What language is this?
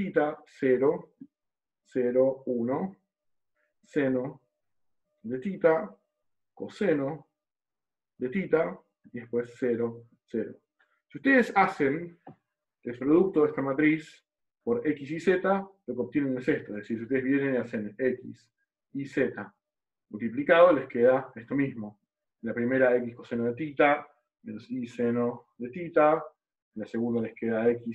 Spanish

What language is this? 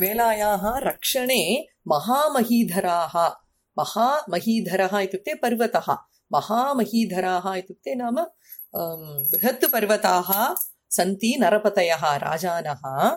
Sanskrit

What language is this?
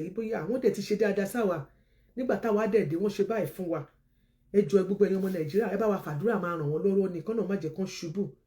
Yoruba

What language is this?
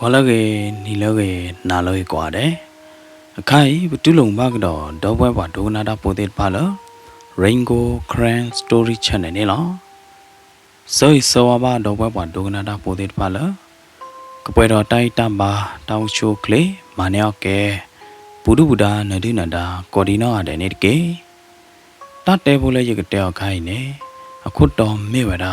S'gaw Karen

